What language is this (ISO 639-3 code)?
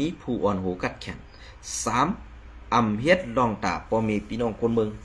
shn